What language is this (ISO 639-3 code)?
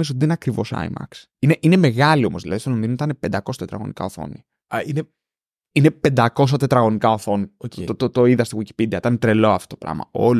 ell